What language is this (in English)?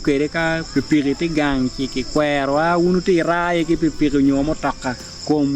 Acoli